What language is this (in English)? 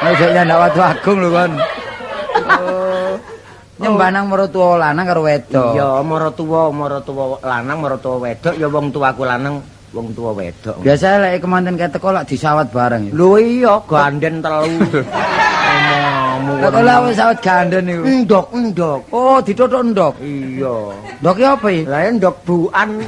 Javanese